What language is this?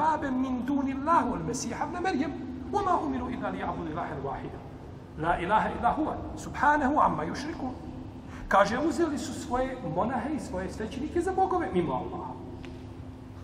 Bosnian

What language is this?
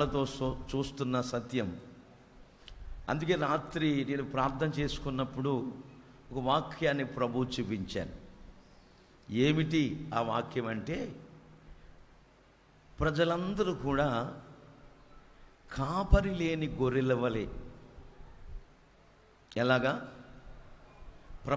Telugu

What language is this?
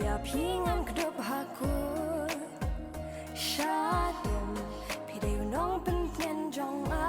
Khasi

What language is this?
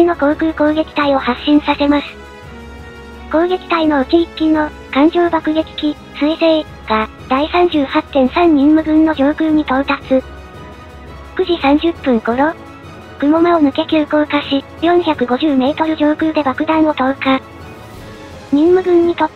Japanese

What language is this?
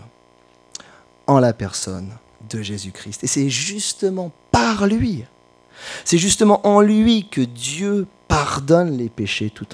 French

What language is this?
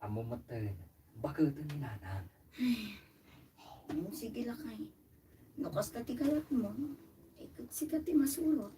Iloko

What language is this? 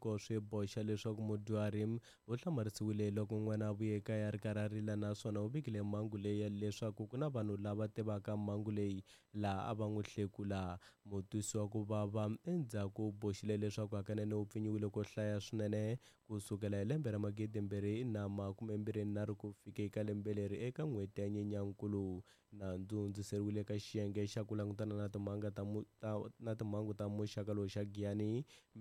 Tsonga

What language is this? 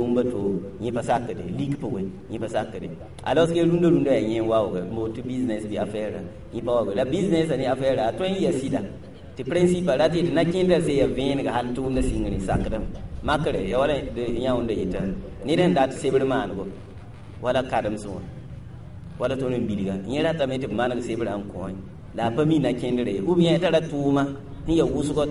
Mossi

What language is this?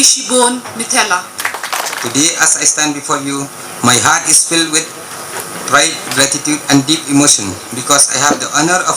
Khasi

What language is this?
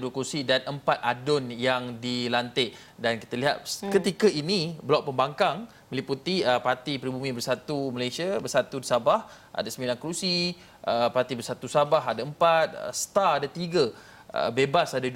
Malay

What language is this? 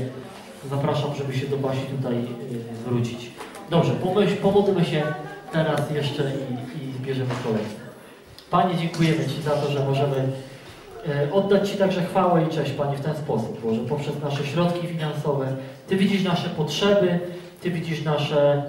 Polish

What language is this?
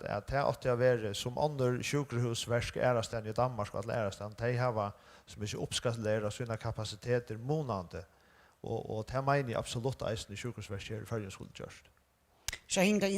Faroese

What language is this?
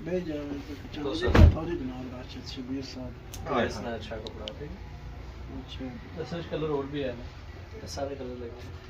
Pahari-Potwari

